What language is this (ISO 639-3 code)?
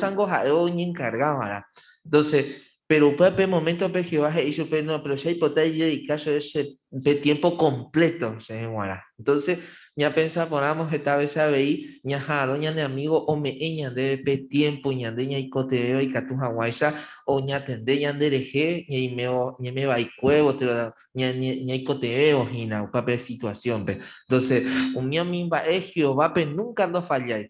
grn